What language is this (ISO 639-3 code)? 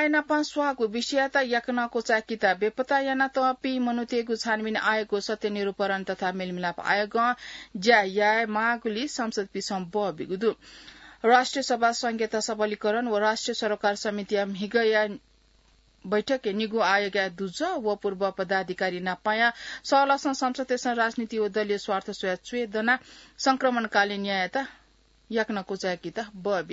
new